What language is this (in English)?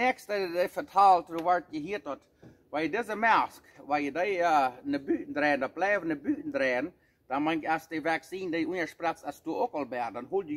Plautdietsch